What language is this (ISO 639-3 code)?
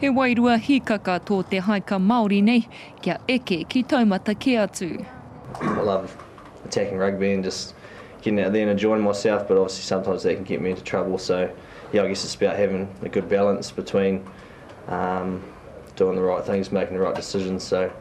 mri